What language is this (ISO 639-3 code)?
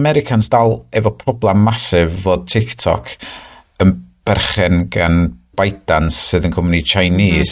cym